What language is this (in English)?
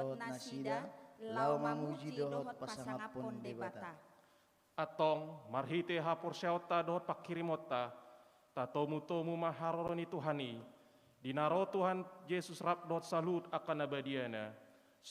Batak Toba